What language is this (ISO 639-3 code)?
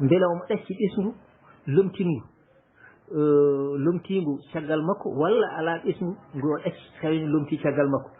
ful